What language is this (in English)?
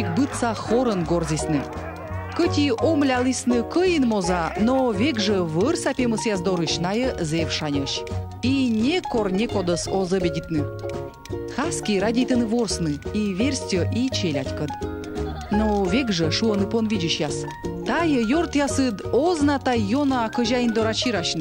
Komi